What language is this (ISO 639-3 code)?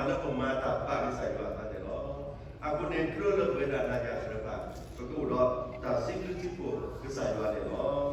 ksw